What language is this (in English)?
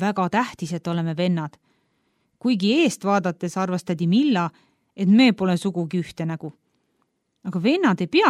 Estonian